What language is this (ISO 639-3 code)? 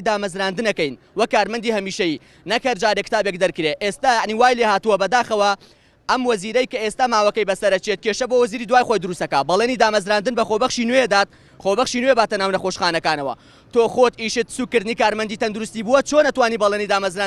ckb